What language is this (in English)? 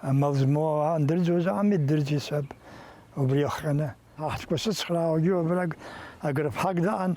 Abkhazian